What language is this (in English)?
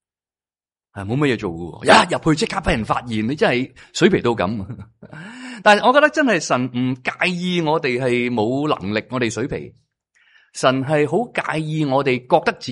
Cantonese